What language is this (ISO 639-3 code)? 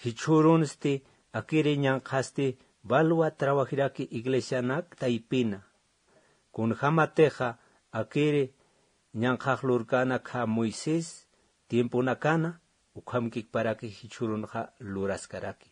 aym